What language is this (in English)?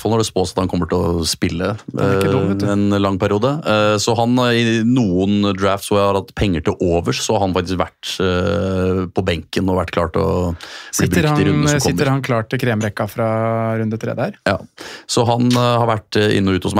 Norwegian